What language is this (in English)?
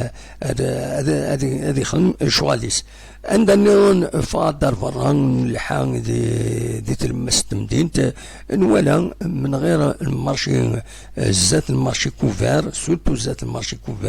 Kabyle